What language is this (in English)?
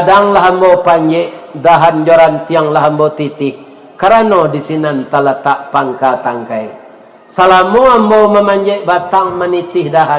Minangkabau